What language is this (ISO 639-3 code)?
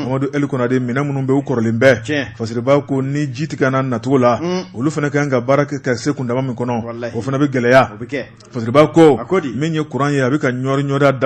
bam